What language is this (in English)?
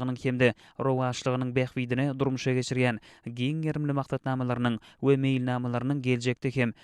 Turkmen